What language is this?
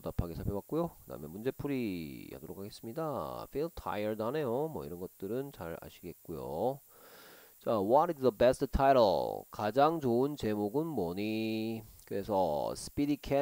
Korean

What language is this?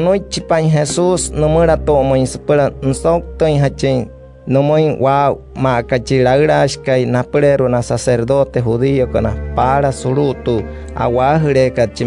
Wayuu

